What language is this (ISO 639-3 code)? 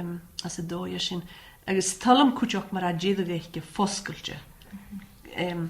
gla